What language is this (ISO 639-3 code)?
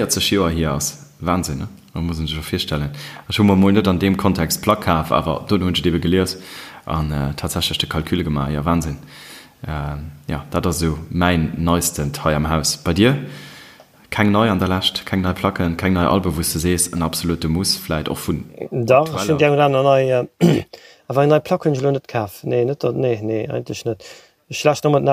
ltz